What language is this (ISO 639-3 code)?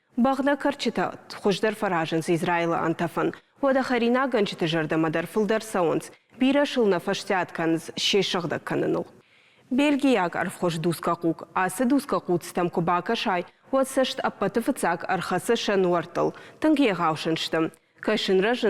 oss